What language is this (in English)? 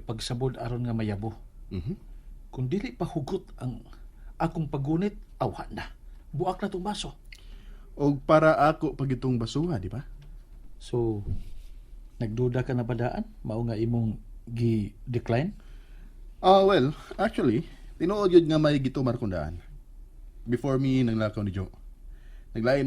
Cebuano